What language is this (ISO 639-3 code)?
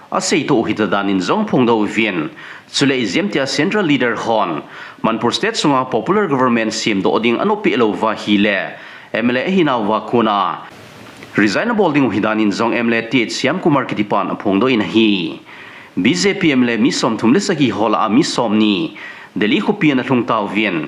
tcz